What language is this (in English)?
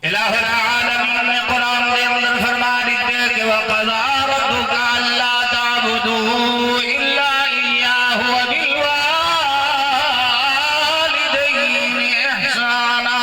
Saraiki